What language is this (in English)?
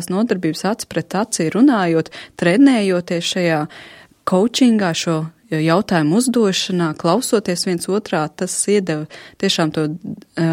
Latvian